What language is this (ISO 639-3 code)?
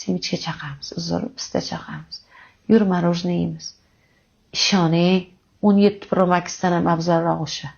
uzb